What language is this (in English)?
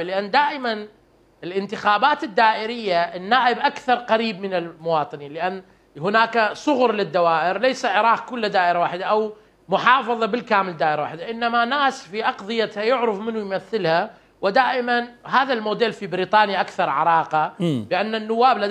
Mesopotamian Arabic